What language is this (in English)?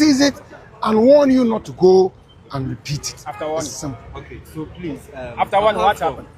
Ewe